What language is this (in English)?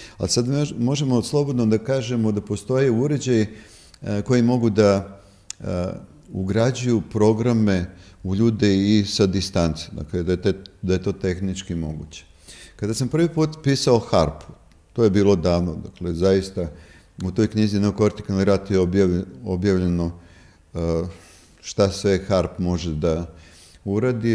Serbian